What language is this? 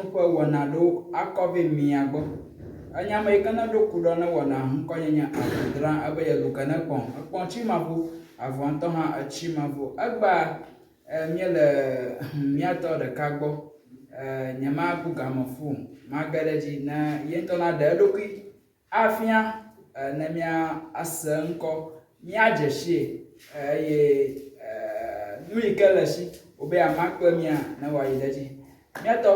Ewe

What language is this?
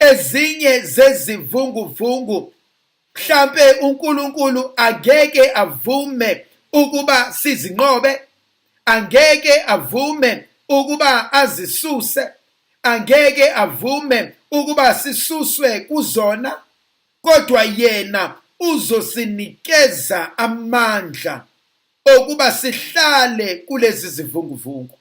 Zulu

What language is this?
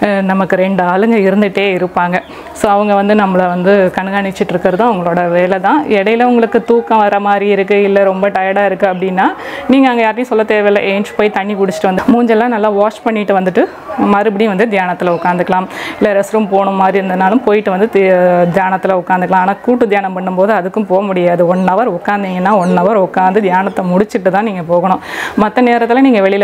Tamil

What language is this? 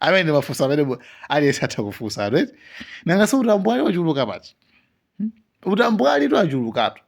Nyanja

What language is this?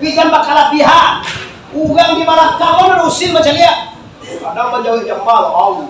Minangkabau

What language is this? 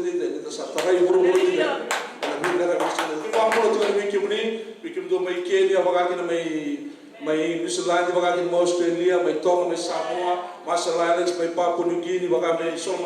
Fijian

